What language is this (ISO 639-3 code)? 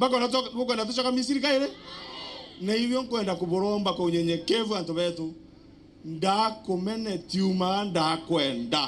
mer